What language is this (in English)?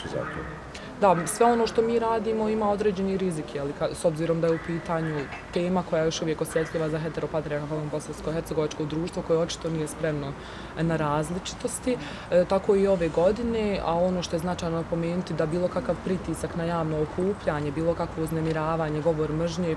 Bosnian